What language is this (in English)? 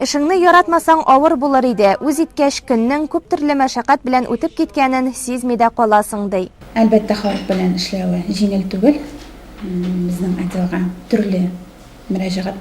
Tatar